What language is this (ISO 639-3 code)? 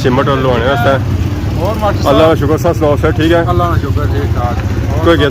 phr